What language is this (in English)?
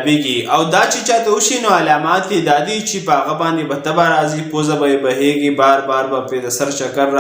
Pashto